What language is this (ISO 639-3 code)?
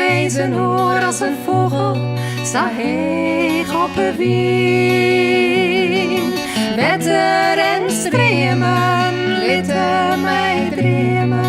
fry